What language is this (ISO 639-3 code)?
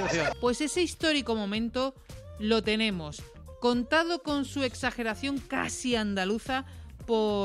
spa